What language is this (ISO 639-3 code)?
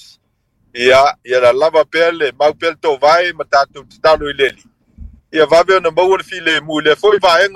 smo